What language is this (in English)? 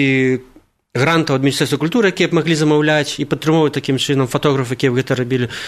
Belarusian